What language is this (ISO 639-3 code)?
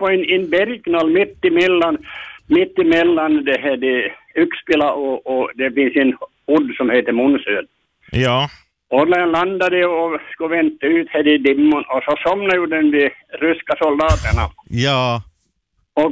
swe